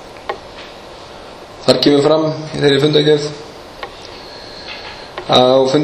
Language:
Icelandic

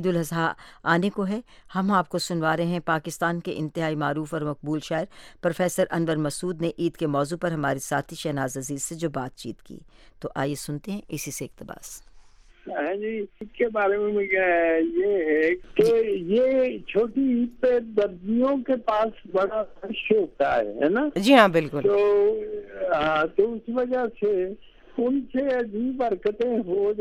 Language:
Urdu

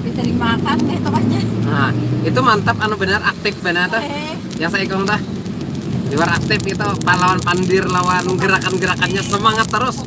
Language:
Banjar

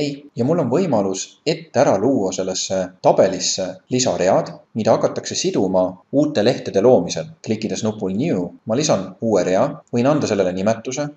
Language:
Estonian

